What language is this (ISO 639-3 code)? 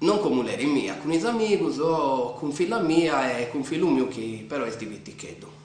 srd